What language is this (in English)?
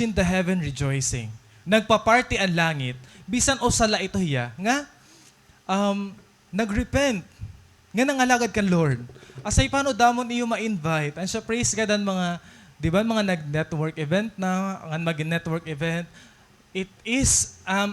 Waray